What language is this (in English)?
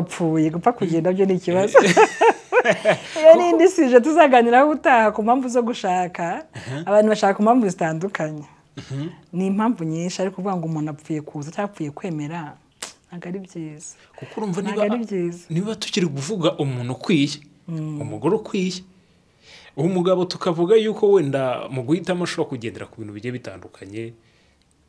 Kinyarwanda